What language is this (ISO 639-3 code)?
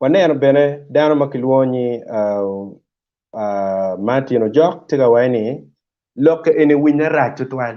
ach